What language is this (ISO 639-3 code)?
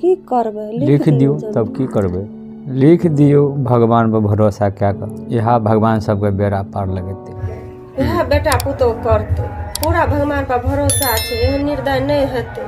mai